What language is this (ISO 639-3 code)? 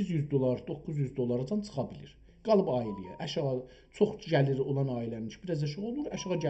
azb